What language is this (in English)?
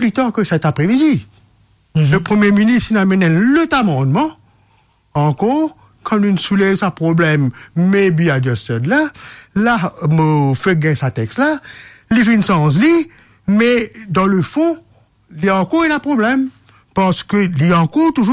Morisyen